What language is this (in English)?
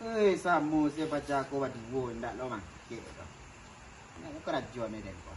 Minangkabau